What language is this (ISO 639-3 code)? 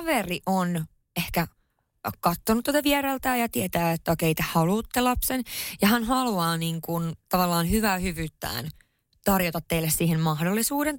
fin